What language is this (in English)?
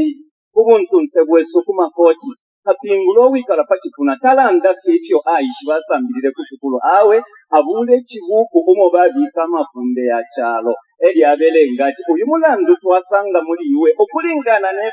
Bemba